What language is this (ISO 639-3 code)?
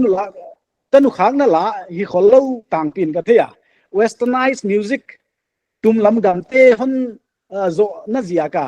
pck